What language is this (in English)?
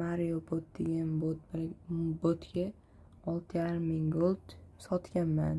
Uzbek